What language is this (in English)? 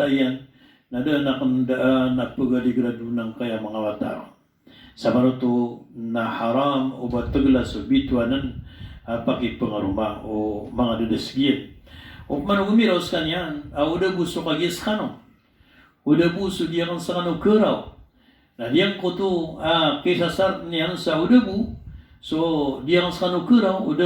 Maranao